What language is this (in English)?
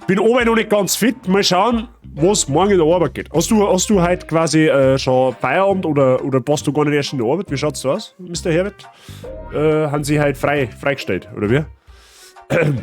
Bavarian